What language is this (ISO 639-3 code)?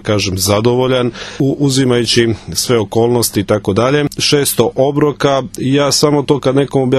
srp